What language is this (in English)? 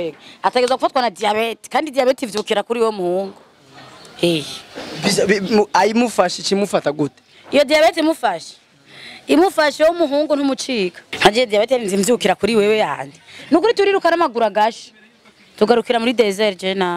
Rundi